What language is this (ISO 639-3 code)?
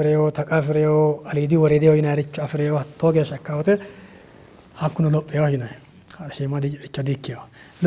sid